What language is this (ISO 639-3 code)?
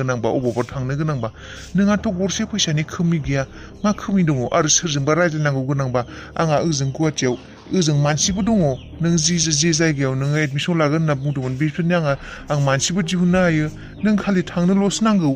brx